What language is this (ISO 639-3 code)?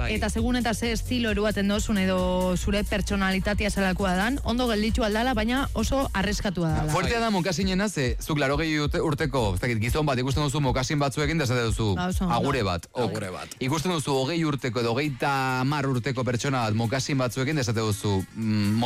eus